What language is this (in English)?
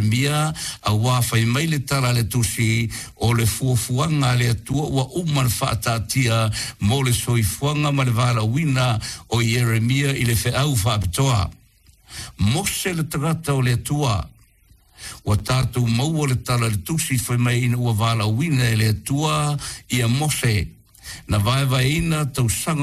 Samoan